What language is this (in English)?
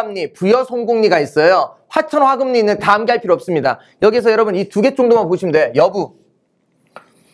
Korean